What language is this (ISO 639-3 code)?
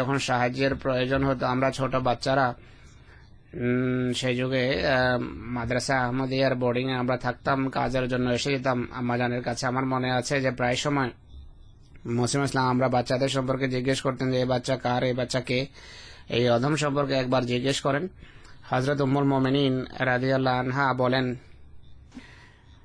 ben